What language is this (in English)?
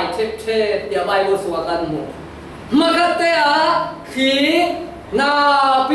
Falam Chin